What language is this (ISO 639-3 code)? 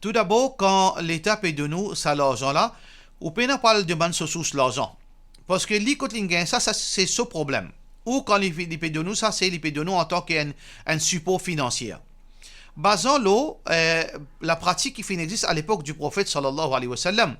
mfe